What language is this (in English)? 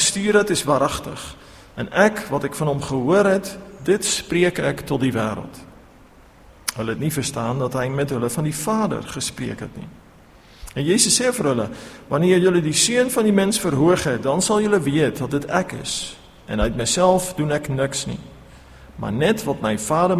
Afrikaans